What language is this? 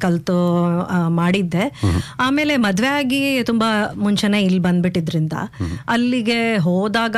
Kannada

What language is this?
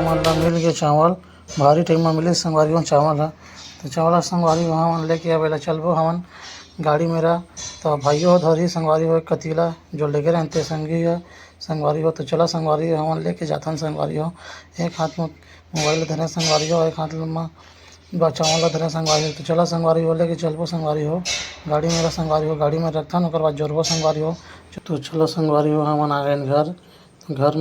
Chhattisgarhi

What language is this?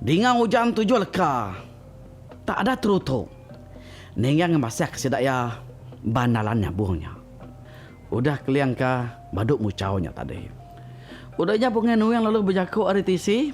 Iban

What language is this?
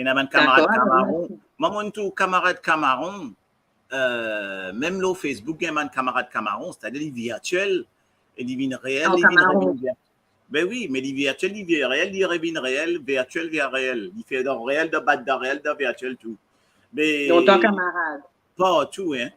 Morisyen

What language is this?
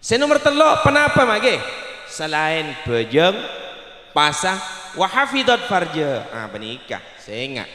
Madurese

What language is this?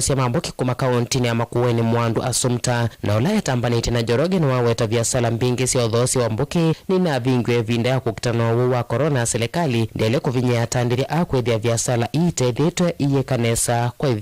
Kamba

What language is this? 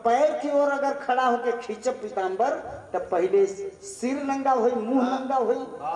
Bhojpuri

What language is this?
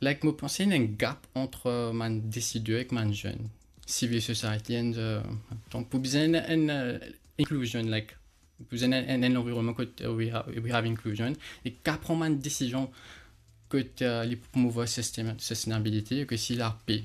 Morisyen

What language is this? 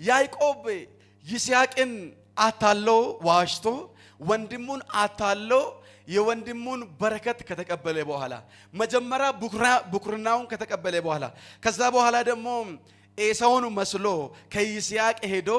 Amharic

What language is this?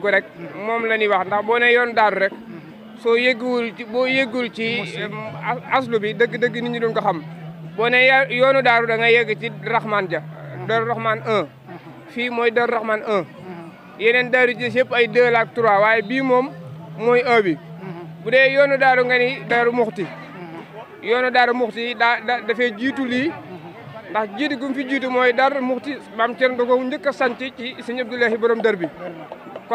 Wolof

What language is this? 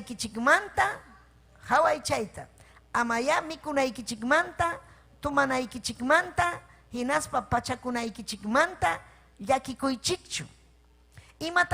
Ayacucho Quechua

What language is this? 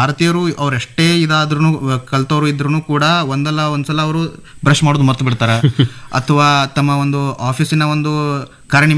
Kannada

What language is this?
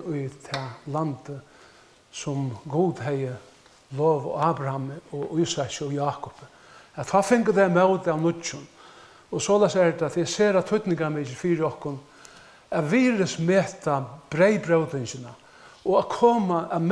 Faroese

